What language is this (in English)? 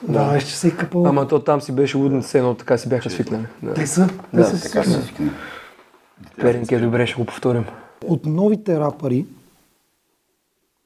Bulgarian